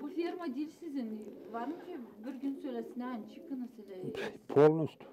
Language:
Gagauz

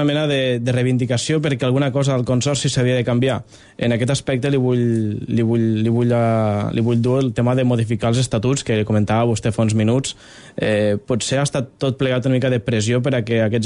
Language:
Catalan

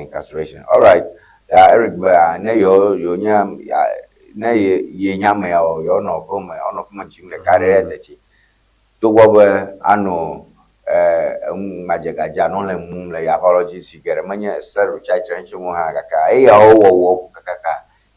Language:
Ewe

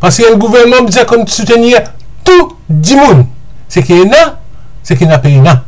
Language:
Morisyen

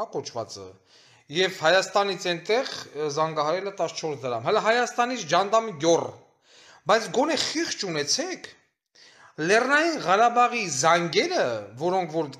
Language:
Armenian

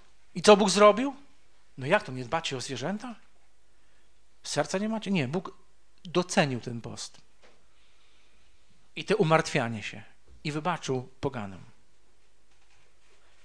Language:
Polish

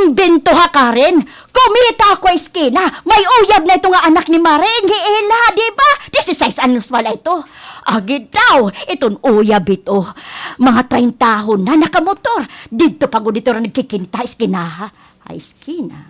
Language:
Waray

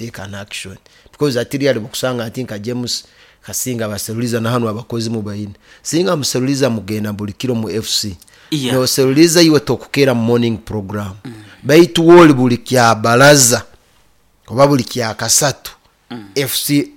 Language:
Nyoro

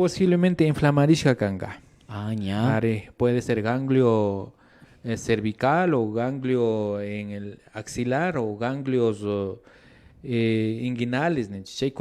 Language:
Imbabura Highland Quichua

